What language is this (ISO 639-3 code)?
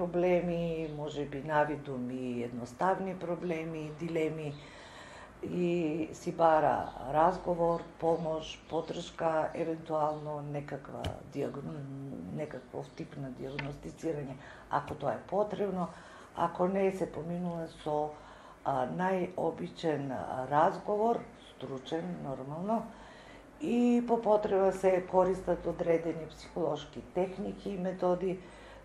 mkd